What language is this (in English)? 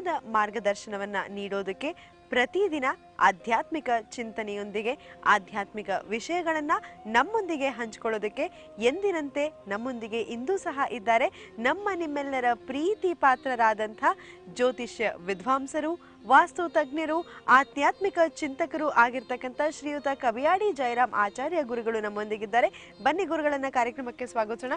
Kannada